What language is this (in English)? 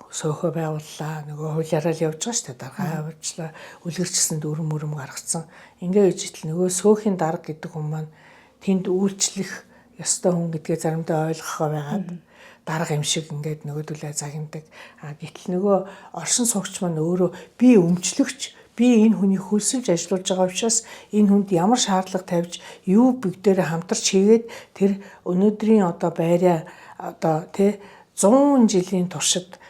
Mongolian